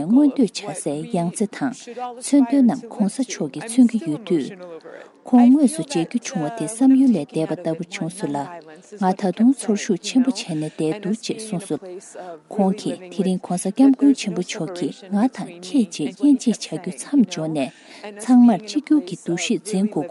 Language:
Tibetan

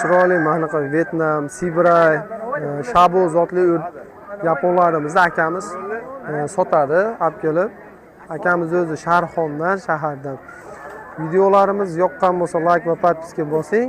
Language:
Uzbek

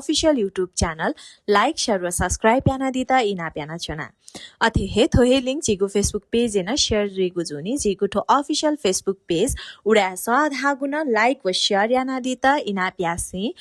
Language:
Newari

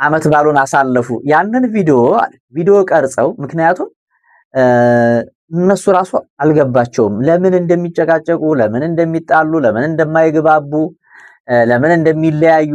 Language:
Amharic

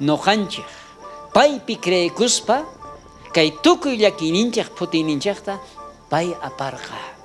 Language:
South Bolivian Quechua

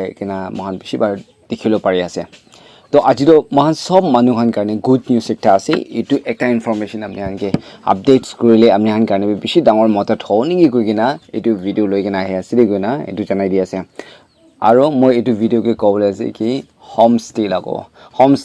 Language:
Naga Pidgin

